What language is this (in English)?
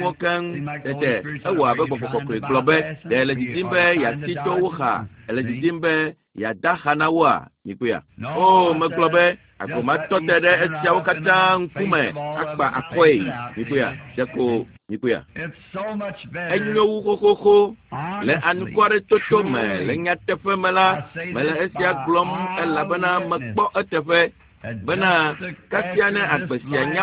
Ewe